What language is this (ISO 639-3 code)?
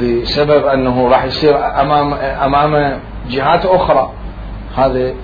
acm